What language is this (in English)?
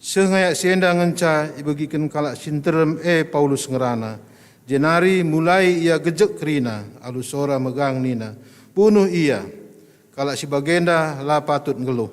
Batak Karo